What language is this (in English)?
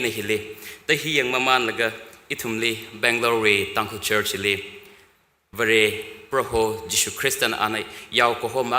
Tangkhul Naga (India)